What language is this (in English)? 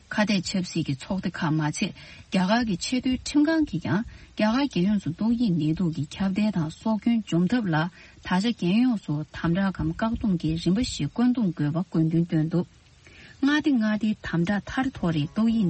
Tibetan